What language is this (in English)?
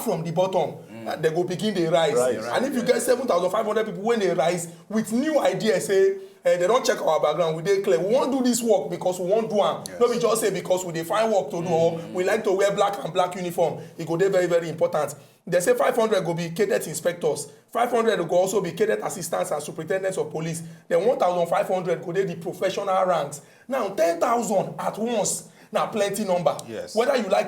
Nigerian Pidgin